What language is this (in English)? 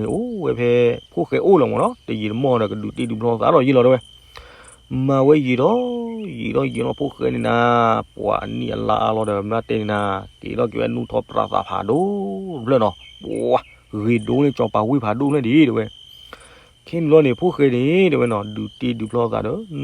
S'gaw Karen